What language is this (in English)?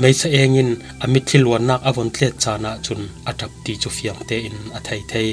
Falam Chin